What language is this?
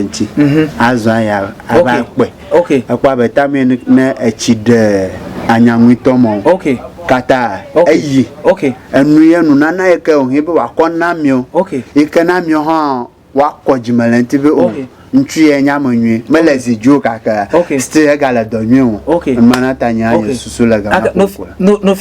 Ewe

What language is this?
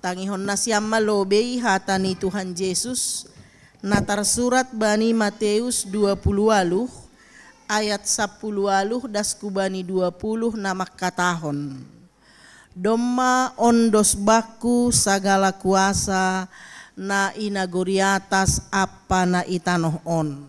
Batak Simalungun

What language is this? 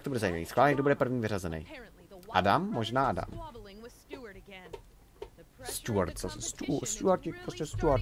Czech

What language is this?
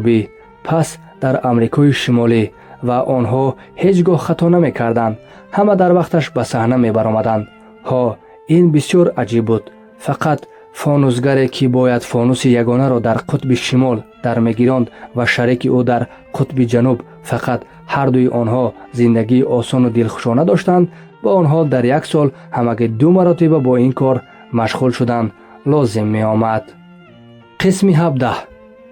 Tajik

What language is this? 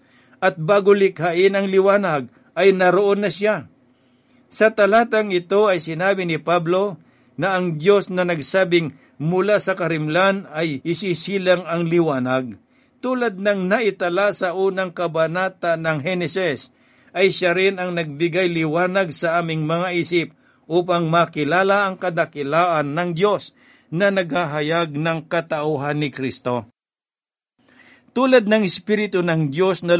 Filipino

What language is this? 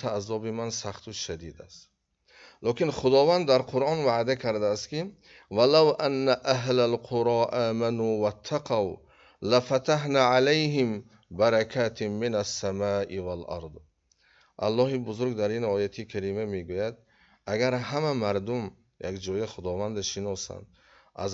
Tajik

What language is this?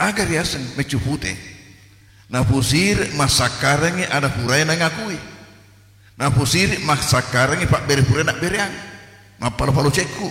Buginese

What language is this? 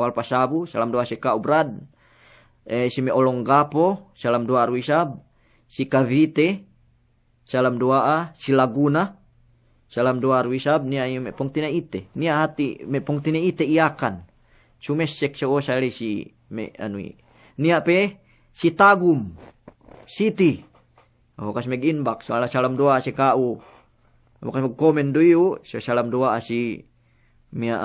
Yakan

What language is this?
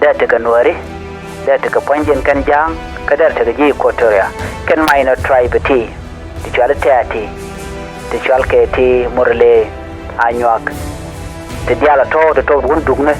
Nuer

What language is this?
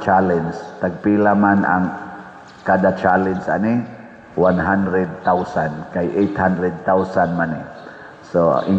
Cebuano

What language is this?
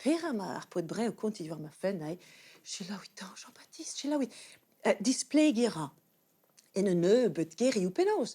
Breton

